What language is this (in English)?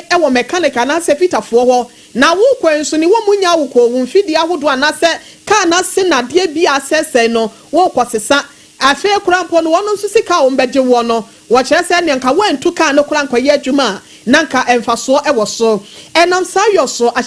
Akan